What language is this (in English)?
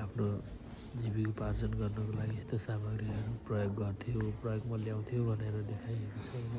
Nepali